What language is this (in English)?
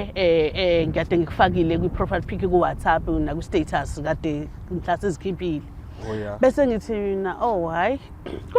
Zulu